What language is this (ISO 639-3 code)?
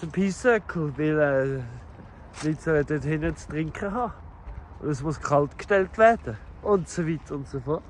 gsw